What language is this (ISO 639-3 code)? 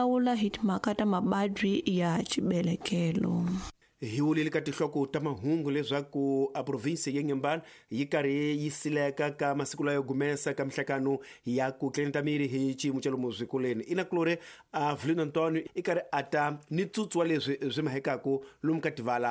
tso